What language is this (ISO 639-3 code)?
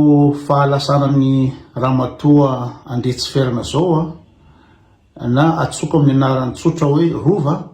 mlg